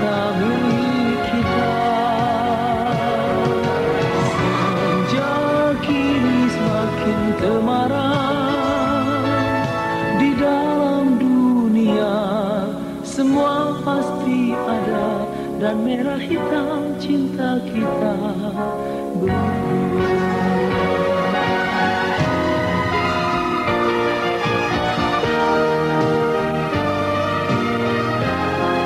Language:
Indonesian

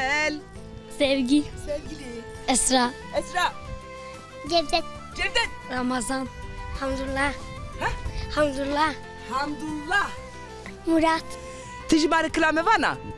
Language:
Zaza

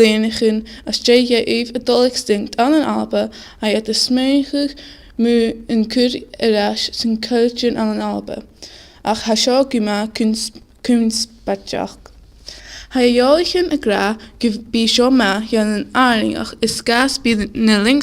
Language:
Scottish Gaelic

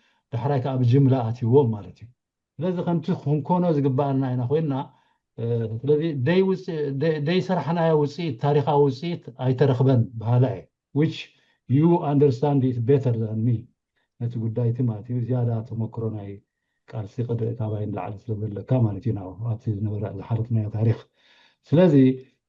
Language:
Tigrinya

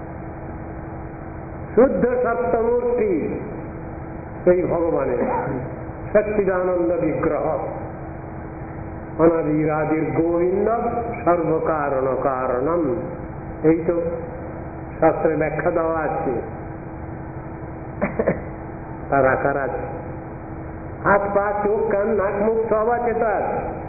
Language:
Bangla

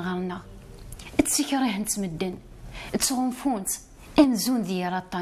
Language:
Kabyle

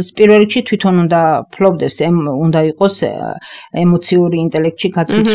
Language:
Georgian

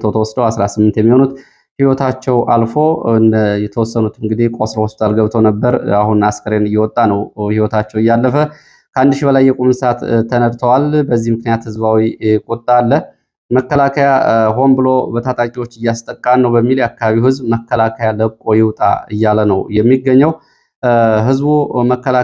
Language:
Amharic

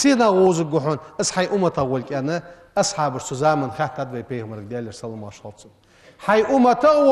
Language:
Ingush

